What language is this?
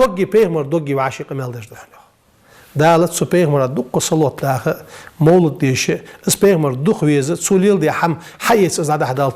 Ingush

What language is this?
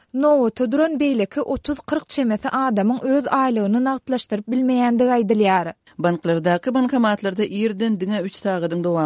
Turkmen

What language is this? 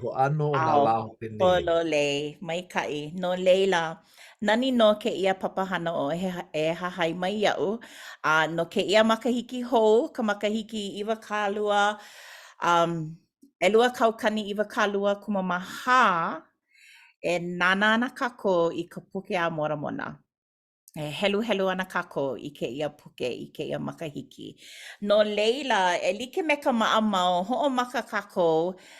Hawaiian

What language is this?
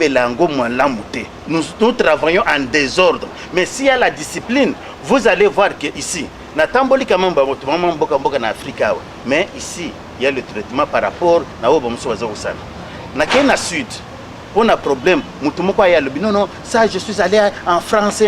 Lingala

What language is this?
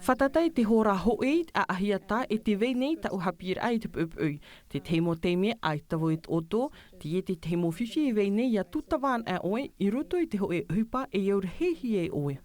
Tahitian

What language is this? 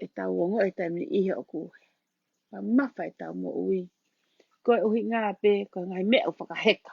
Tongan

